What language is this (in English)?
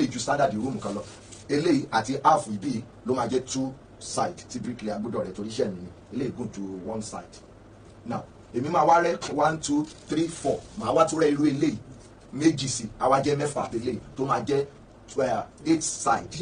Yoruba